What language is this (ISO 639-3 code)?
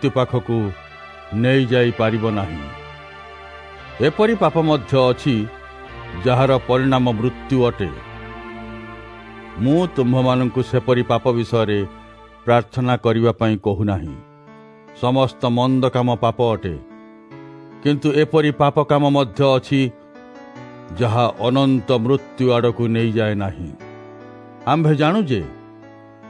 ori